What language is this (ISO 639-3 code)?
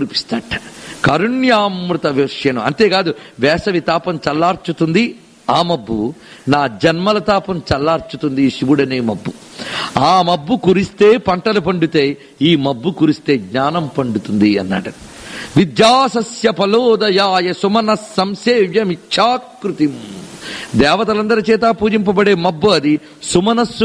tel